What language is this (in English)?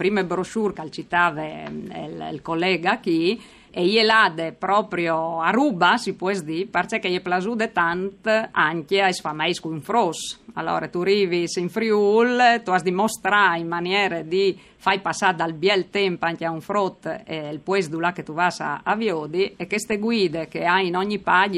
Friulian